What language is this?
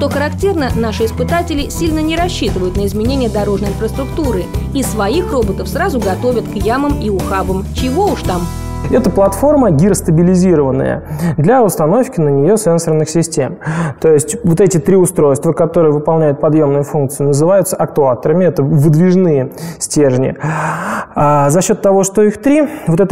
Russian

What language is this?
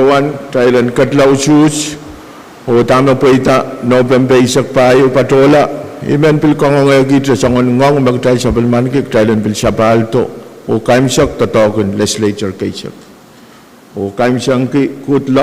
Pohnpeian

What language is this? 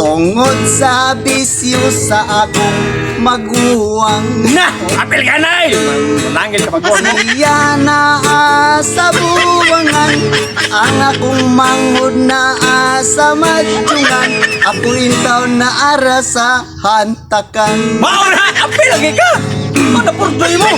Cebuano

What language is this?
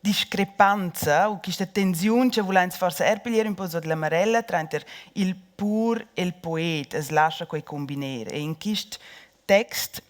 Romansh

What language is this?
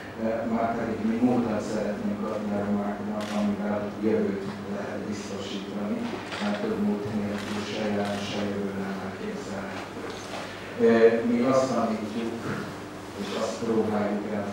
Hungarian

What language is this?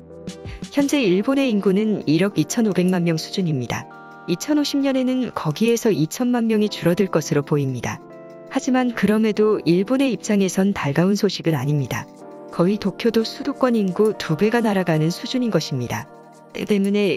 Korean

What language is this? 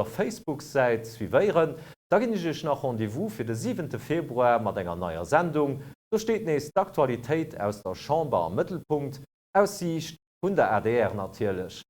Luxembourgish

